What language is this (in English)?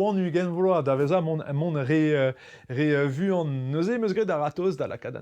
Breton